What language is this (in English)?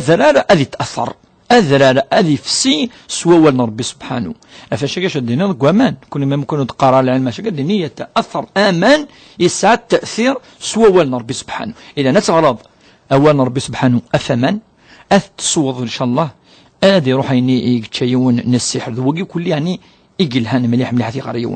Kabyle